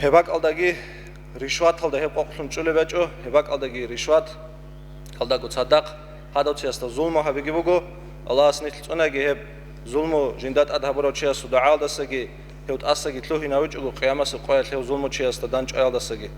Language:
Avaric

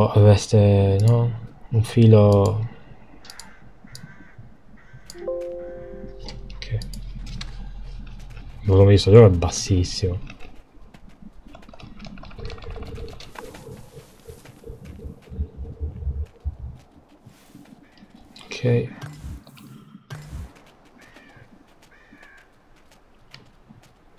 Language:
Italian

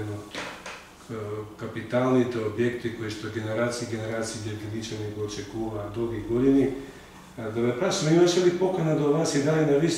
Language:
Macedonian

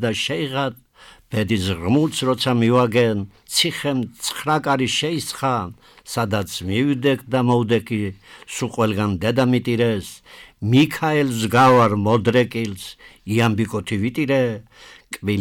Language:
Georgian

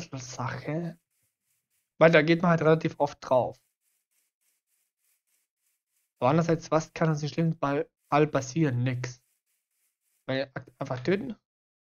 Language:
German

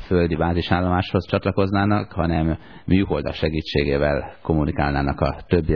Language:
Hungarian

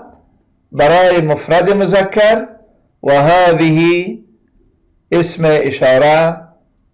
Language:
Persian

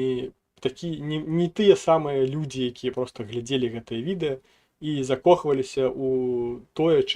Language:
Belarusian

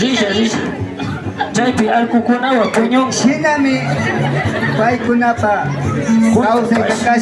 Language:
Imbabura Highland Quichua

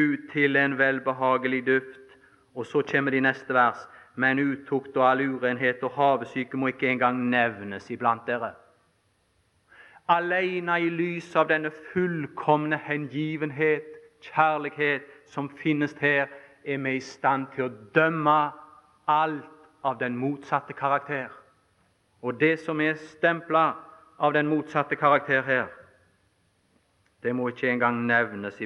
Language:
Norwegian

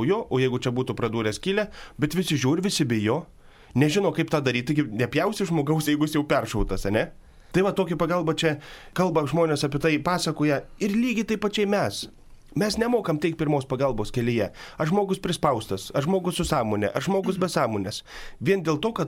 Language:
Lithuanian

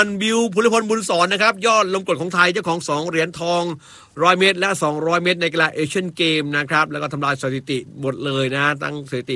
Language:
Thai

